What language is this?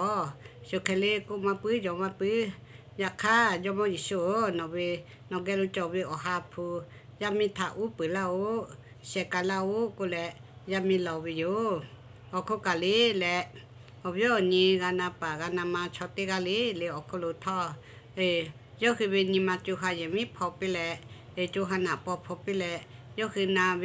Lahu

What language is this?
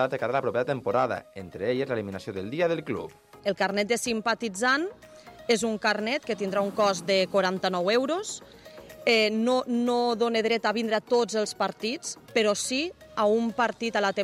Catalan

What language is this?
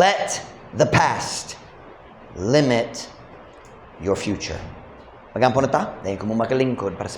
Cebuano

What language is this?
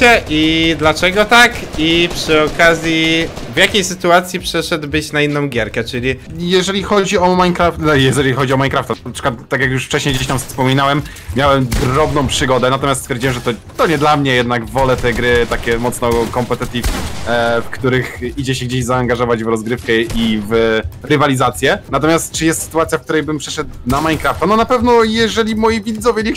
Polish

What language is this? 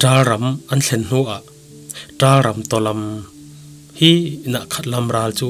Falam Chin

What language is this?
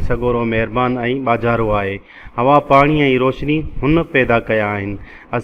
Sindhi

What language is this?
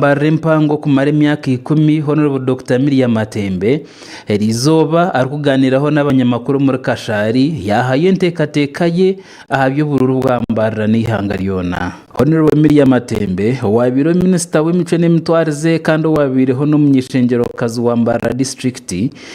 Nyankole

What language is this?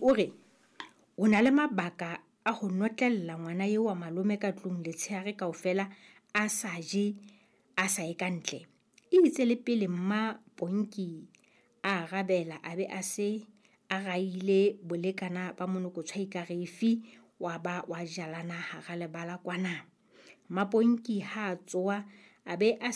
Southern Sotho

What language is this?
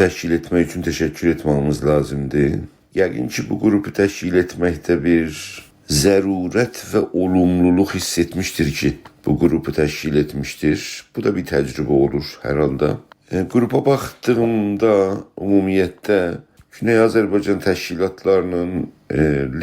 South Azerbaijani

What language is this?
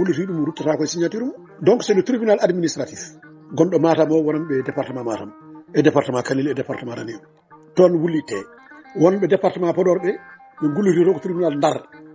Fula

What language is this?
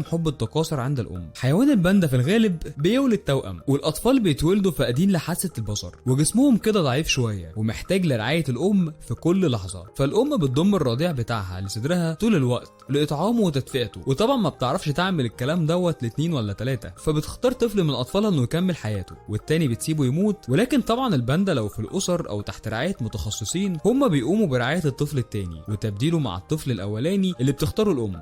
Egyptian Arabic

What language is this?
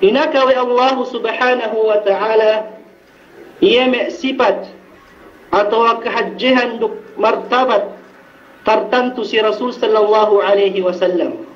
Yakan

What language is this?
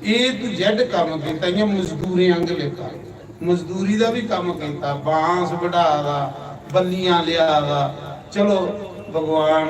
Dogri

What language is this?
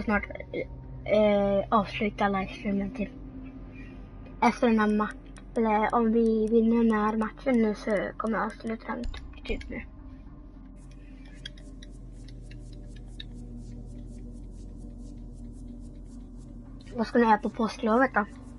Swedish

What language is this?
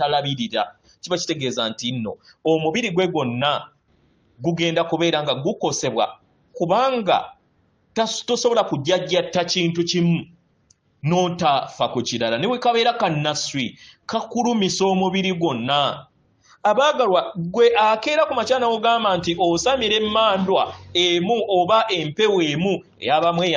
Ganda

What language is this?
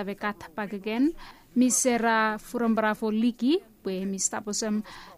Bislama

